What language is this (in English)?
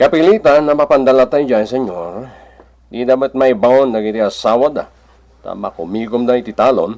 Iloko